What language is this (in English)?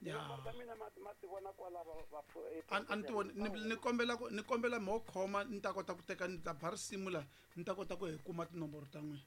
Tsonga